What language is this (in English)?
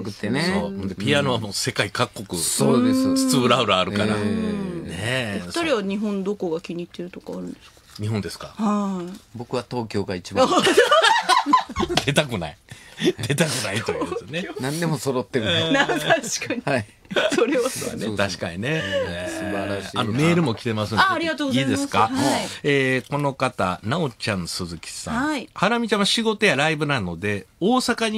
Japanese